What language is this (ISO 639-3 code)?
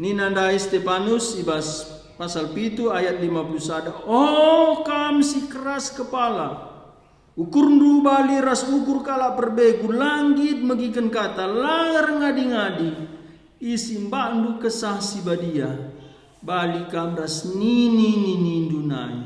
btx